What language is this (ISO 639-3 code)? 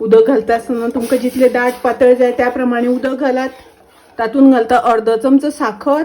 kok